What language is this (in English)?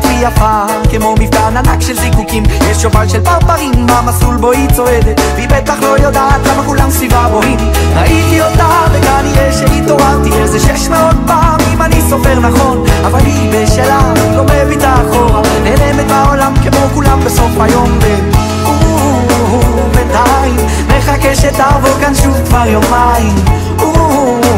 Hebrew